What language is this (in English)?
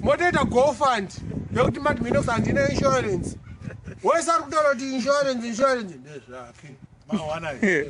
Shona